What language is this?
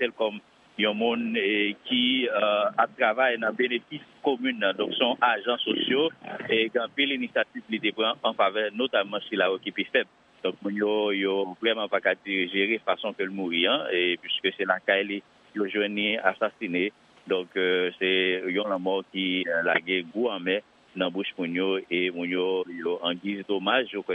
Haitian Creole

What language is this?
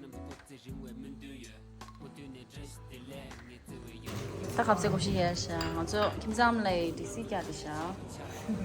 Tibetan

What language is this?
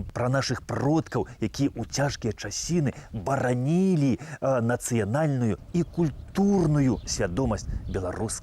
Belarusian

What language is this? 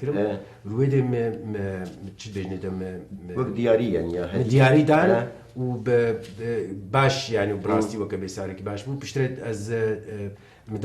Kurdish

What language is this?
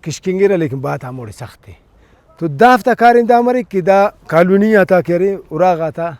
Brahui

